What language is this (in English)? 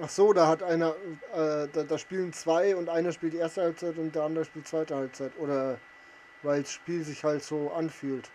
Bavarian